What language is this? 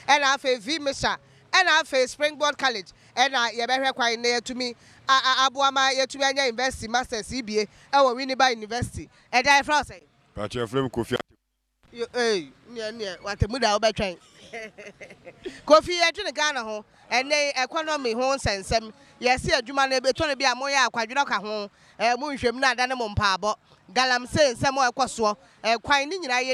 Akan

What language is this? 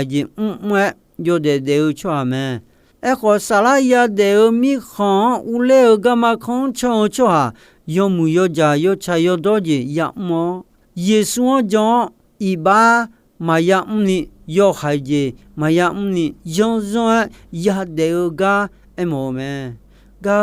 Akha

